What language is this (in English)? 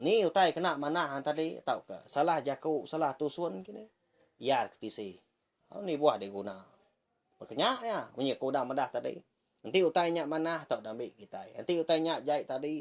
Iban